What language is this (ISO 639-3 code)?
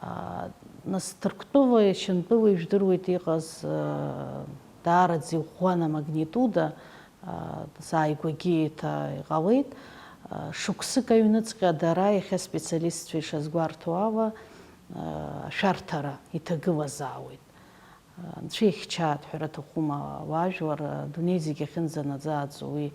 abk